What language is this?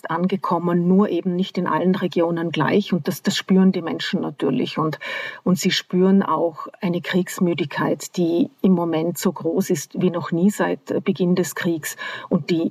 German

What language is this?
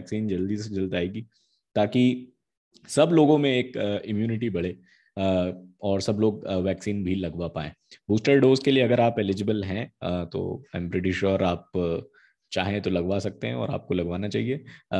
Hindi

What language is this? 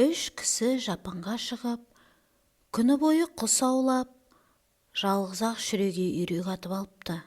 Kazakh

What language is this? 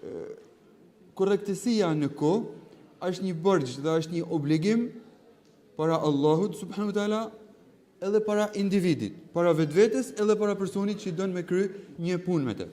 Albanian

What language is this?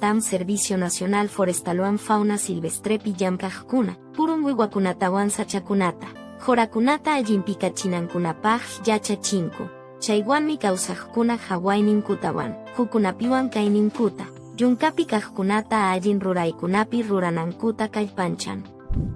Quechua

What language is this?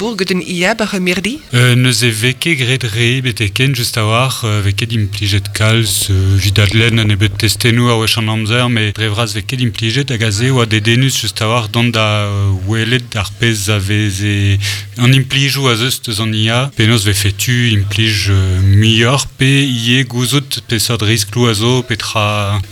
Breton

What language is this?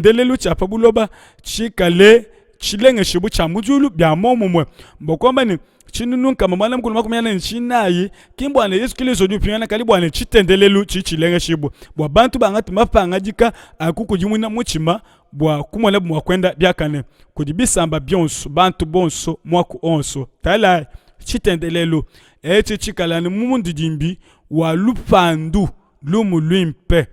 Luba-Lulua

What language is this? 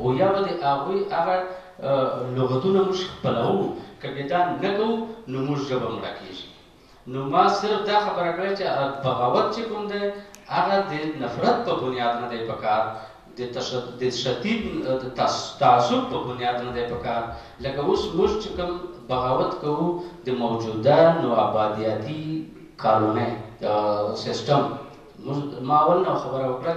Pashto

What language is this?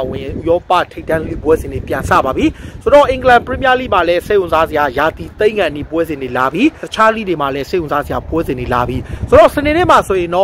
Burmese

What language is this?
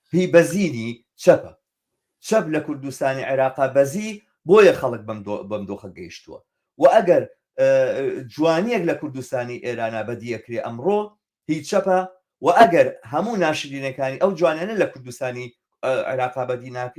Central Kurdish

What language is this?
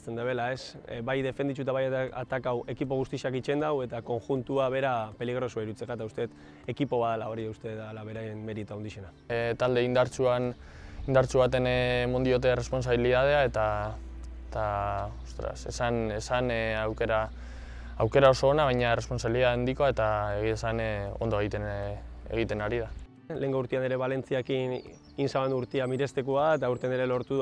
Basque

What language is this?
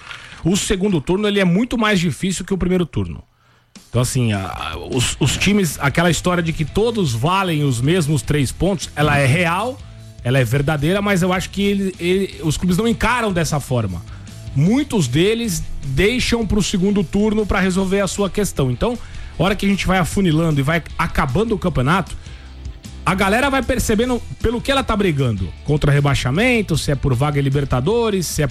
Portuguese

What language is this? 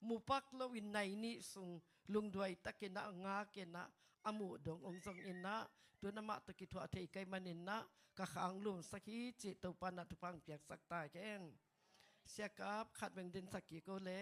Tedim Chin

